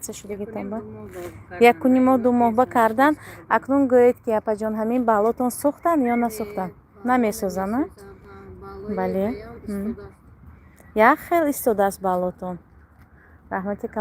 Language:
Tajik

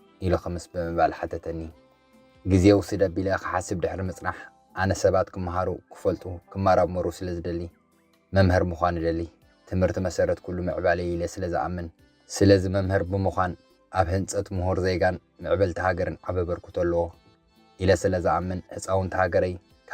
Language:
Tigrinya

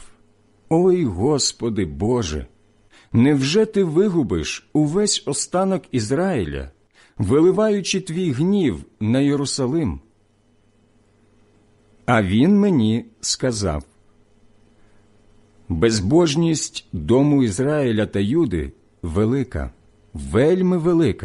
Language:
Ukrainian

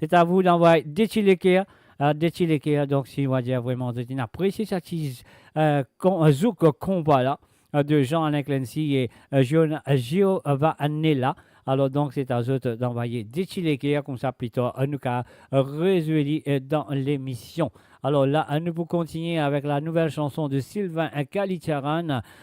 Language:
Morisyen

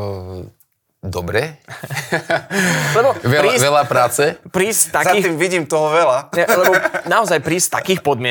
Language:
Slovak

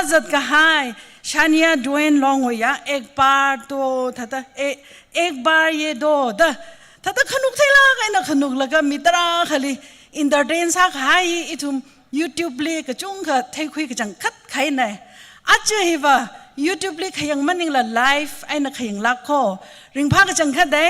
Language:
Tangkhul Naga (India)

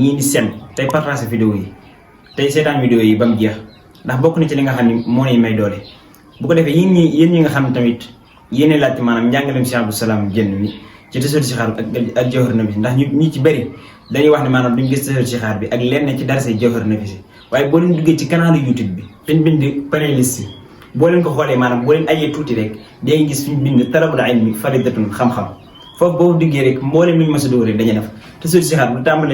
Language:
Wolof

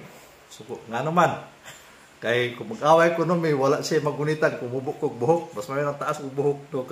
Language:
Cebuano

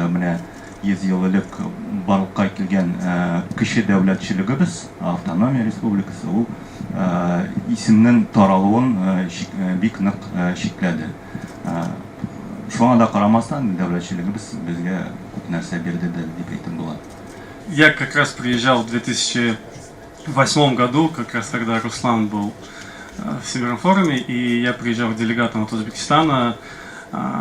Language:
Tatar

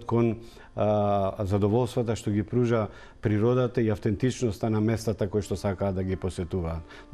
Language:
Macedonian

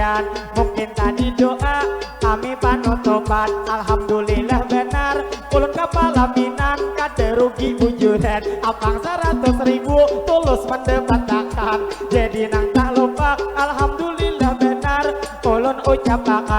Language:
Banjar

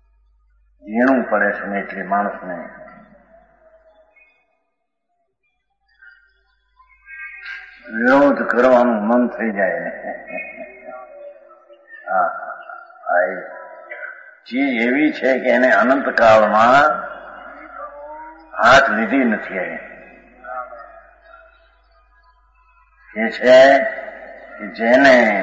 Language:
Gujarati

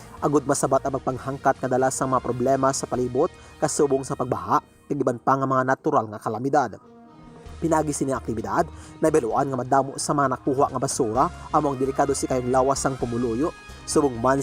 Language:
Hiligaynon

